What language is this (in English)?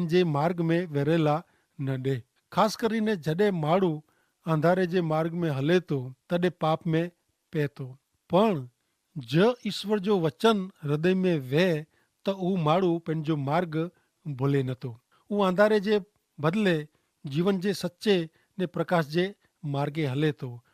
Kachhi